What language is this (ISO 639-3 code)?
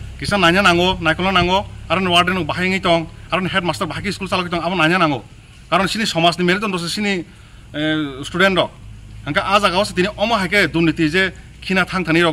trp